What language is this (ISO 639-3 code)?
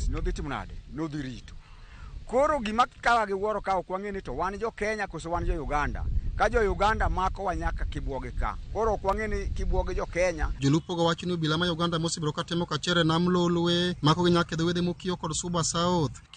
luo